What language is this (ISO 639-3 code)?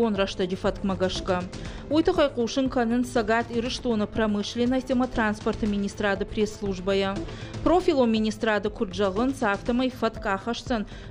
oss